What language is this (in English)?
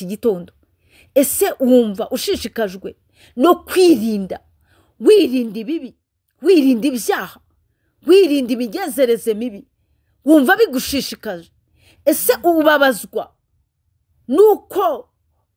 Kinyarwanda